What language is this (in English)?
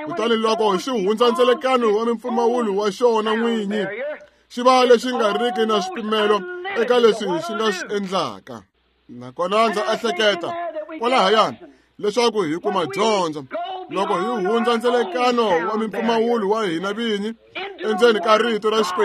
Tsonga